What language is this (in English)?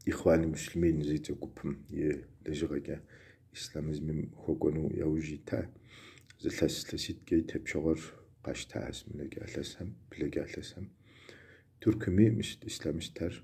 Kabardian